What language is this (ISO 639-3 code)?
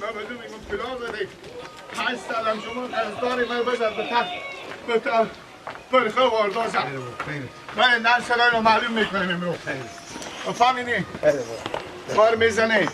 fas